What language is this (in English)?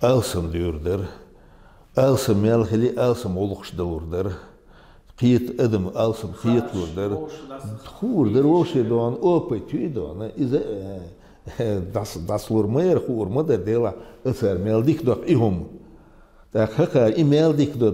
Chechen